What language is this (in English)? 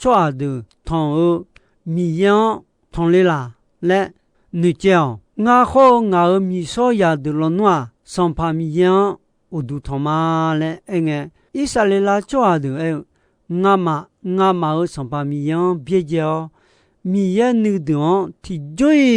Akha